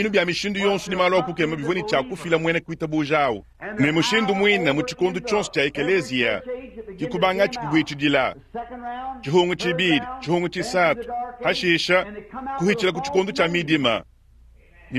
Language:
Luba-Lulua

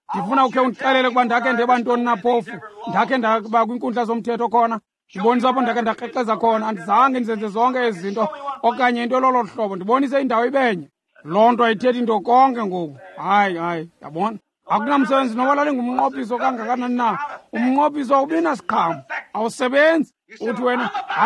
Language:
Xhosa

